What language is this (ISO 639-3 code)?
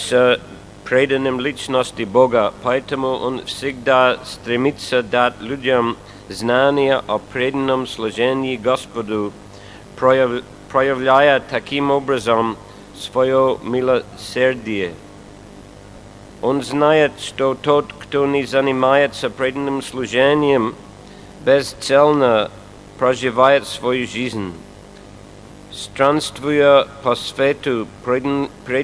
rus